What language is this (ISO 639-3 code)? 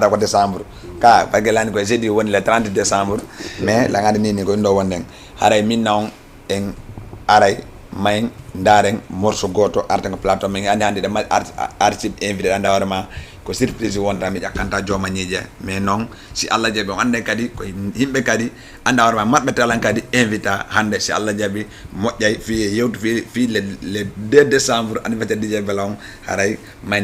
ful